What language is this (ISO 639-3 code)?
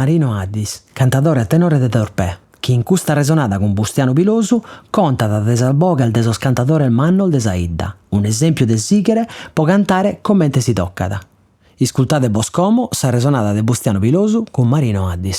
srd